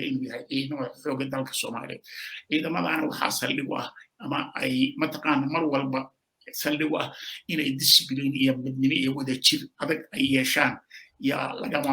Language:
Somali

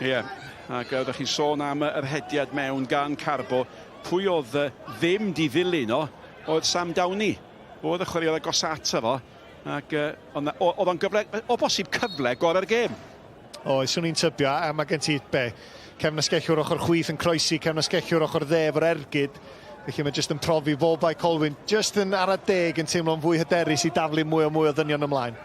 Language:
Welsh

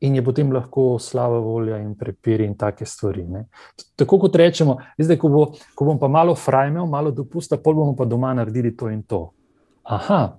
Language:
Slovenian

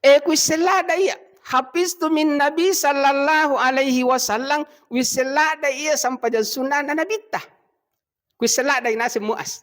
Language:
Buginese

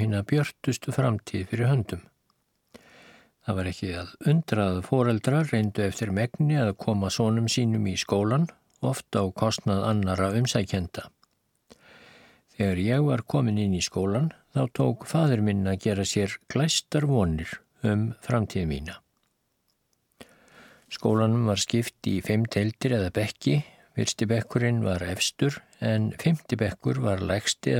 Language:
Icelandic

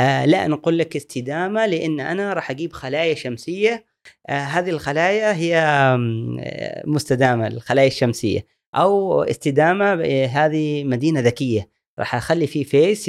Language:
Gulf Arabic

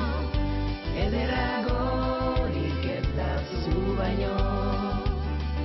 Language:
Basque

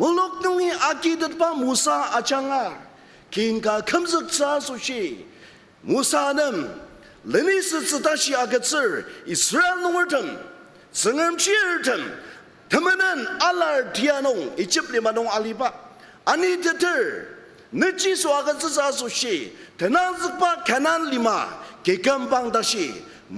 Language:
Ao Naga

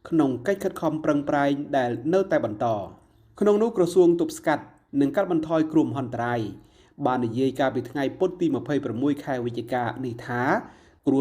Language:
Khmer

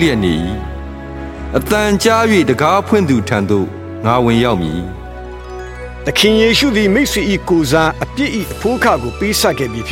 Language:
Burmese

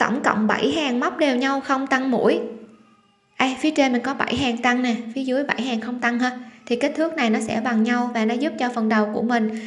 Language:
Vietnamese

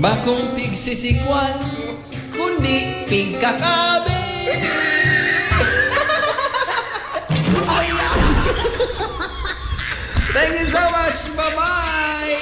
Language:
Bikol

